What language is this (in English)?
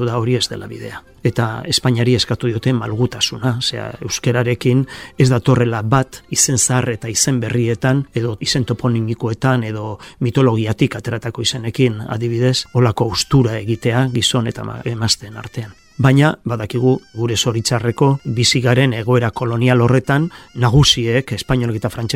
Basque